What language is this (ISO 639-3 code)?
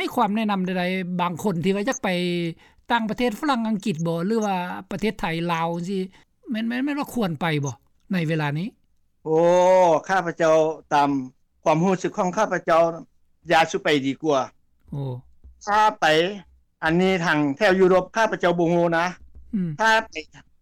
lao